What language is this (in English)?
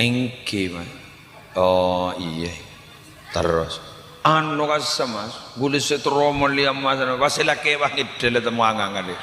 Madurese